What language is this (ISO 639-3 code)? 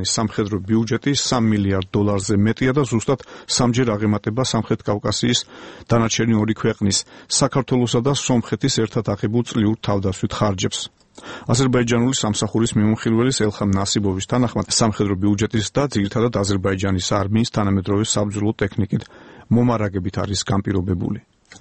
kat